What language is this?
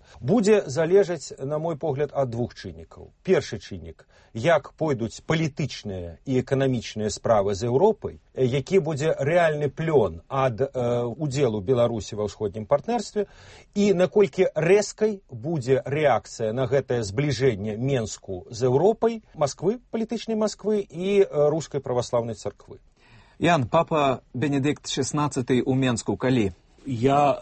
Belarusian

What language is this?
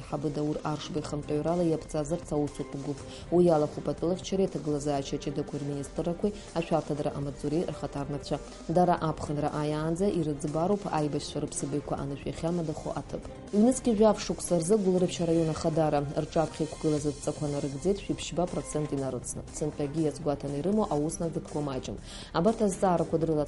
Abkhazian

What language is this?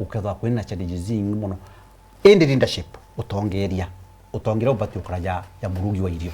Meru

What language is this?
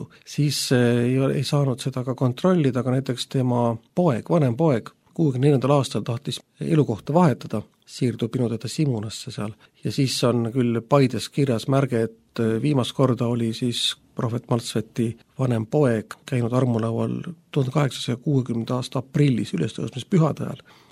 Estonian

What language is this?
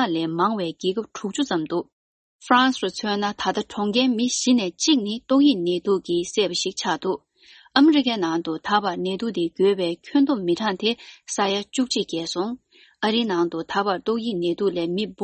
Tibetan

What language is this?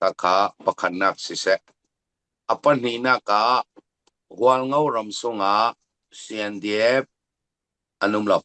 Falam Chin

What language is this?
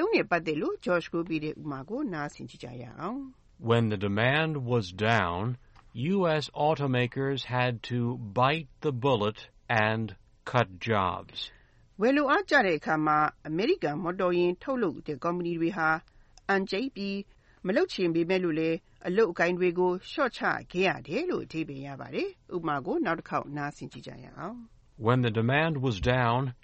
Burmese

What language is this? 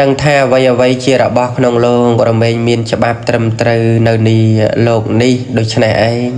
Khmer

